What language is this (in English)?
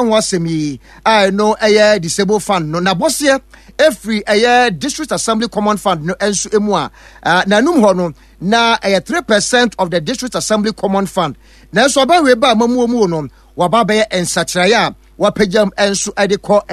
Akan